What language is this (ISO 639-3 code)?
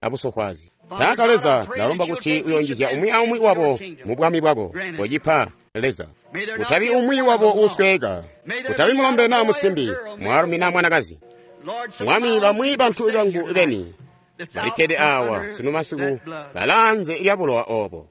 toi